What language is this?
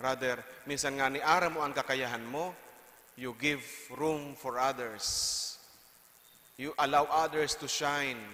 Bikol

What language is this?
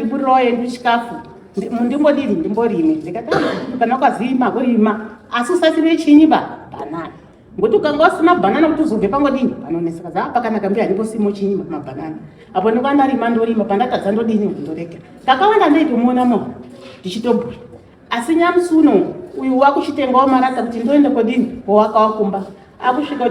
Shona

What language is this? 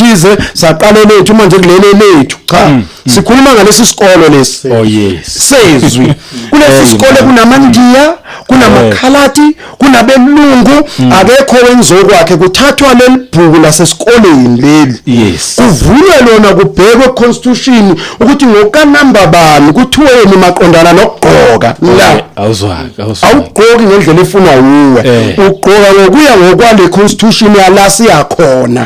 Zulu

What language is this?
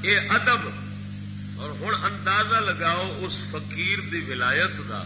Saraiki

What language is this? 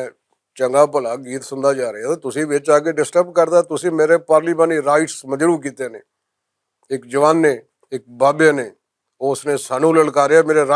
Western Panjabi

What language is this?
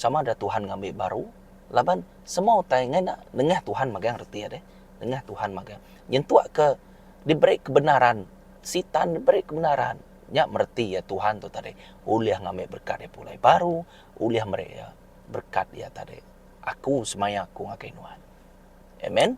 Iban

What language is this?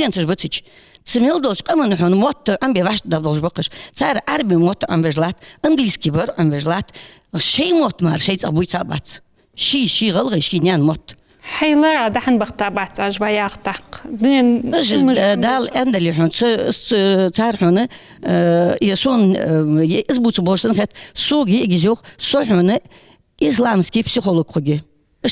Ingush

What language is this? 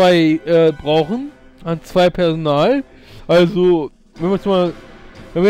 German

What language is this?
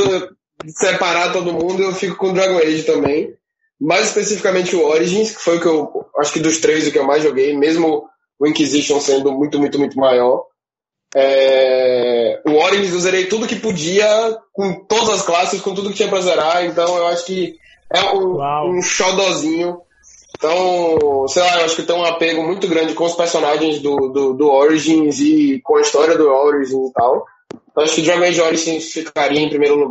Portuguese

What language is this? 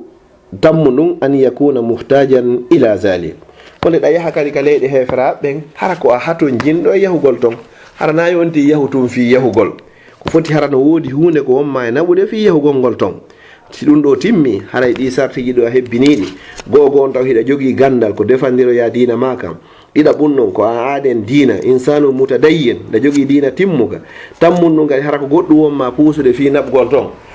Fula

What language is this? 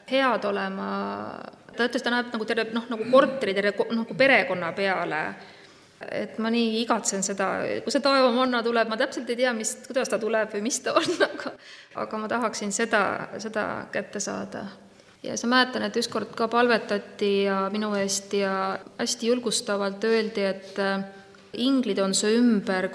Estonian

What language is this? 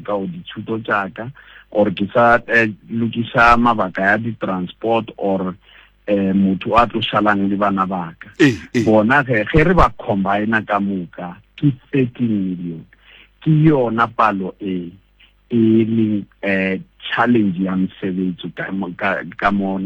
Southern Sotho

